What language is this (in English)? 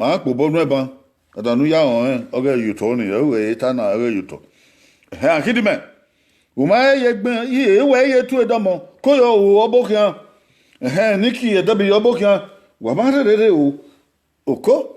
Bini